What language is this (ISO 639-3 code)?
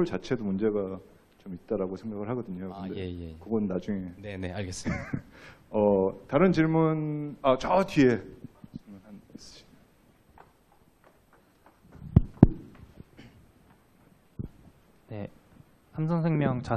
kor